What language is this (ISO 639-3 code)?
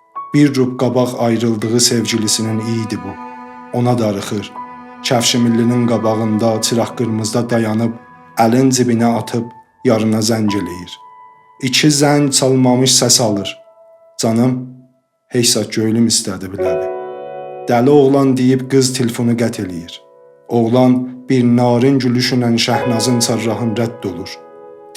azb